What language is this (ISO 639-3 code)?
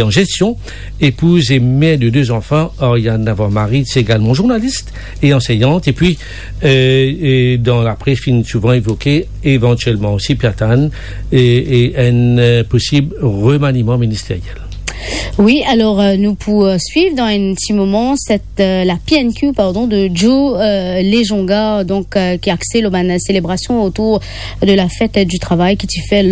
mfe